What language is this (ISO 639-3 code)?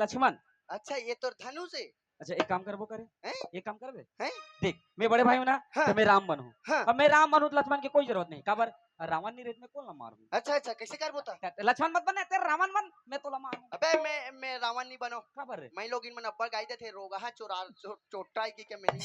hne